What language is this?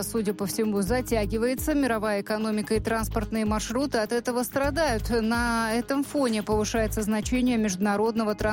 Russian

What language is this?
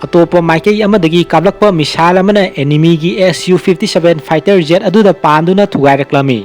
Manipuri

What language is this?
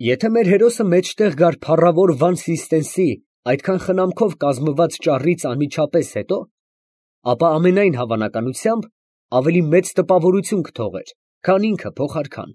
Armenian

